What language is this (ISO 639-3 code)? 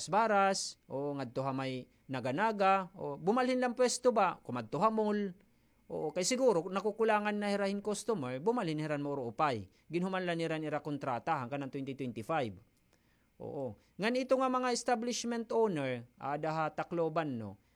war